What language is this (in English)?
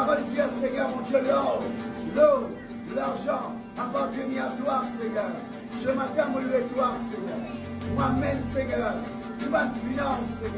Morisyen